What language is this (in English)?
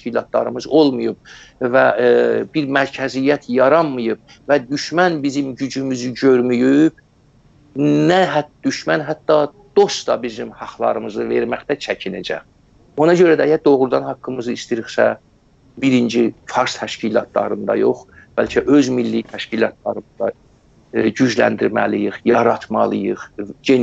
South Azerbaijani